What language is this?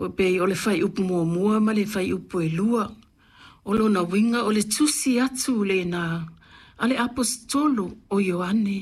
Samoan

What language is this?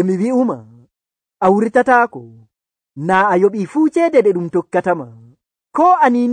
Nigerian Fulfulde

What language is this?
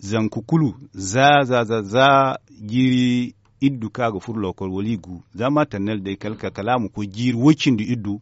Zarma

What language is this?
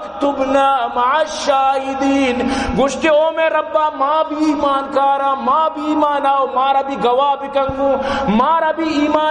Baluchi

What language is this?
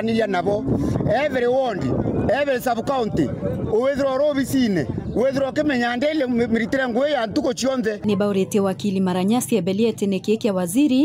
Meru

